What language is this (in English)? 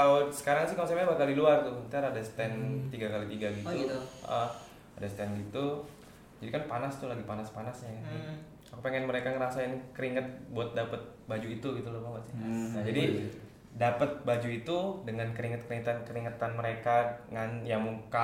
Indonesian